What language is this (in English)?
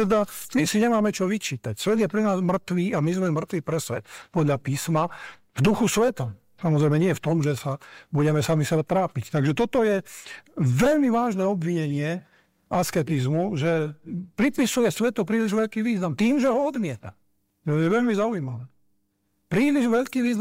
Slovak